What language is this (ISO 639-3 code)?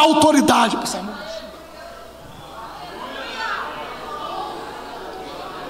por